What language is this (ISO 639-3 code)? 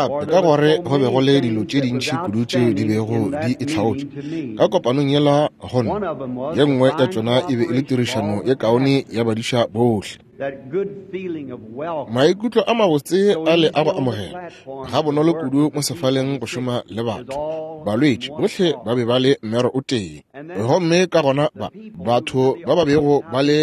nso